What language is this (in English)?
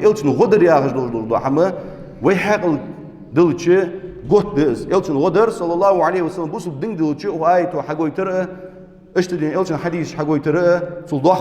Ingush